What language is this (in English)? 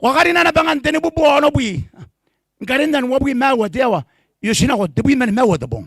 Gilbertese